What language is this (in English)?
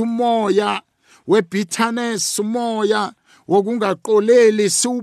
South Ndebele